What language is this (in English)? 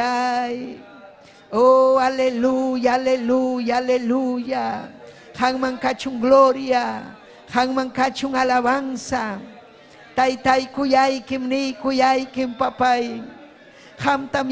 Ayacucho Quechua